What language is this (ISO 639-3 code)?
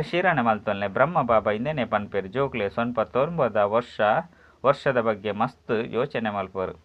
tcy